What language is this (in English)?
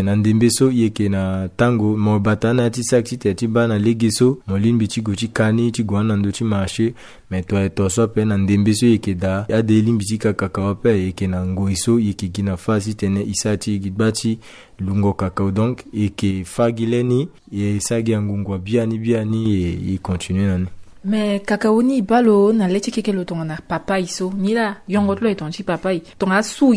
Sango